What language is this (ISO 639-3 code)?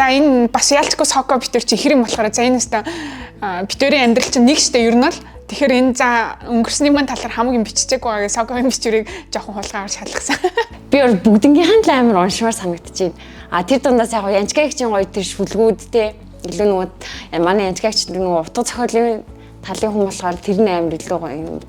mon